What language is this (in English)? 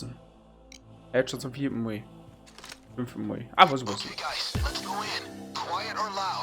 Bavarian